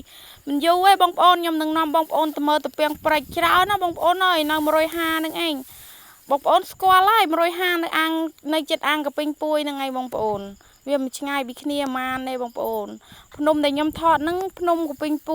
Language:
Khmer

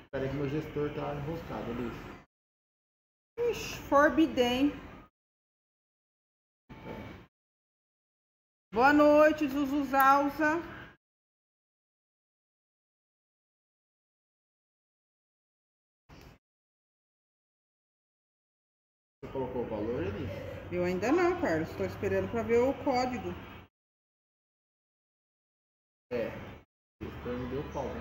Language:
Portuguese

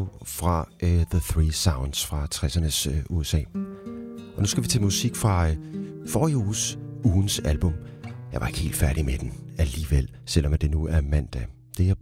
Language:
Danish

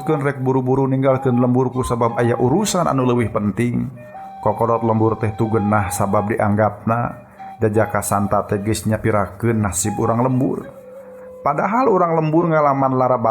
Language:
Sundanese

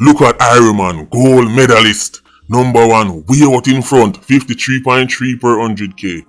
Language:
Jamaican Creole English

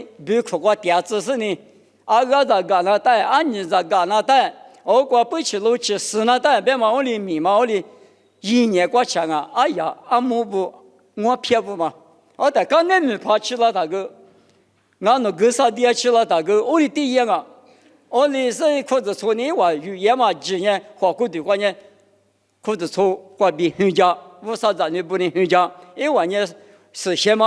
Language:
Lisu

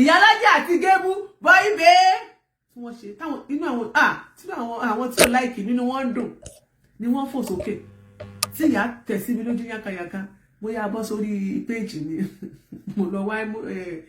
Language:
Yoruba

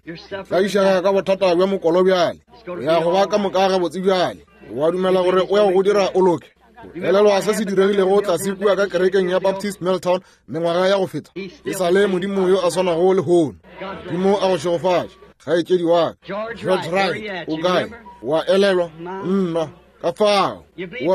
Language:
Northern Sotho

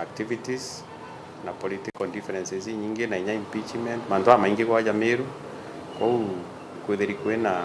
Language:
Meru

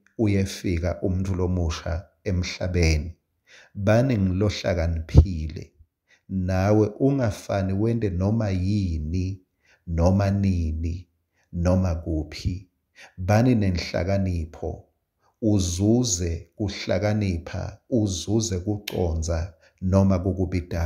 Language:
Swati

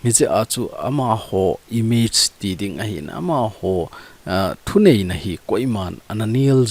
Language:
Thado Chin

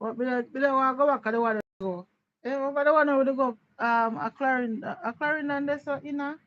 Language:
Jamaican Creole English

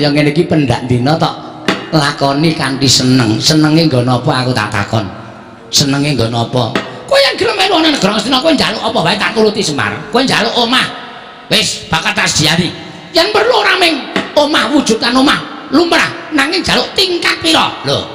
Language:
Javanese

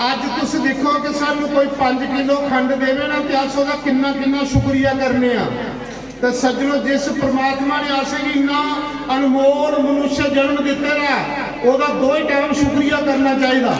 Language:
Dogri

